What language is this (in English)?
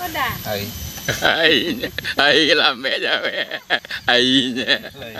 Minangkabau